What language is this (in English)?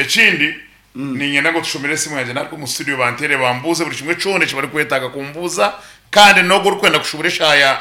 Nyankole